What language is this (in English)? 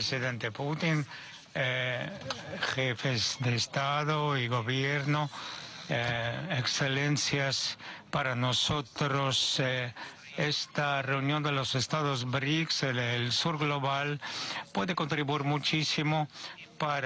Spanish